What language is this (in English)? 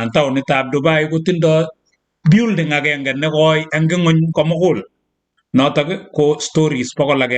Kalenjin